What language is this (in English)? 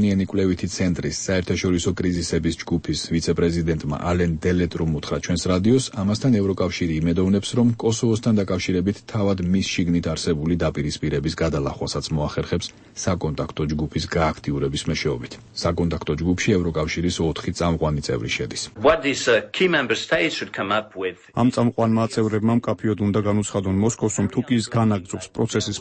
Georgian